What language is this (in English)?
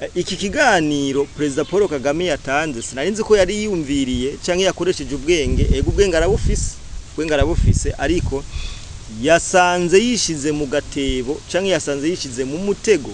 Rundi